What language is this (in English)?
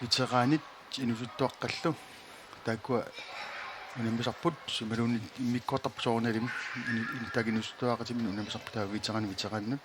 Kalaallisut